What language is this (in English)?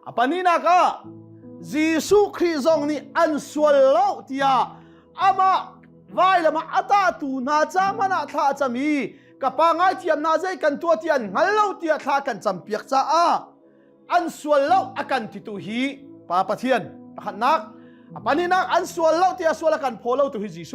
Hakha Chin